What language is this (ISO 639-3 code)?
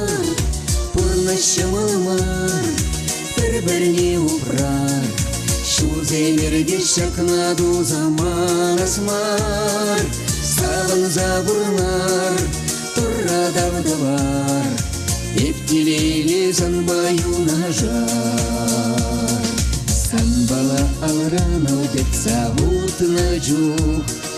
chv